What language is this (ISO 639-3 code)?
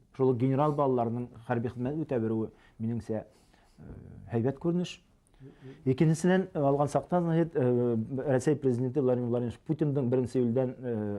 bak